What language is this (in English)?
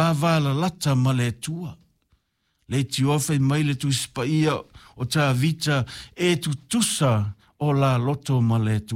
Samoan